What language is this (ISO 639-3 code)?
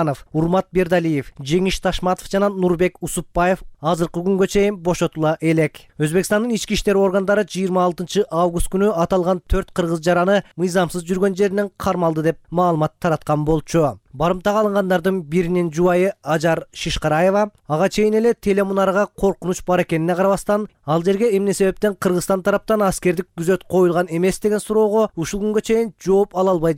kir